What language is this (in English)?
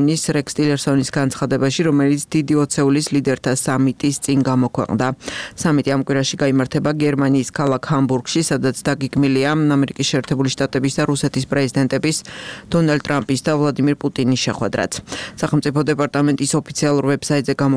Georgian